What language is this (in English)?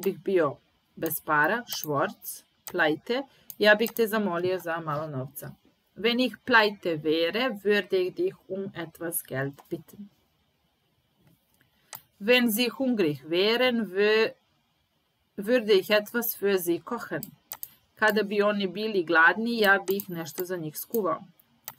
Serbian